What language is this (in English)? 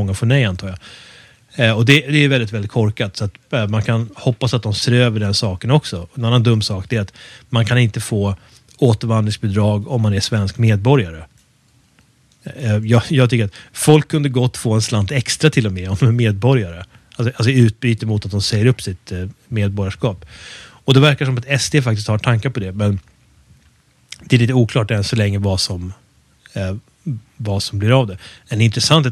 Swedish